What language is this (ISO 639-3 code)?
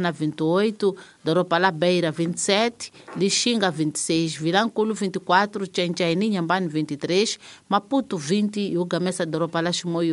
tso